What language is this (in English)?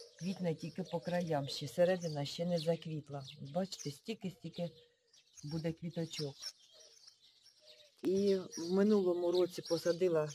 Ukrainian